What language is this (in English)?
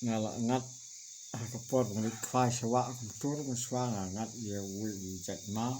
Khasi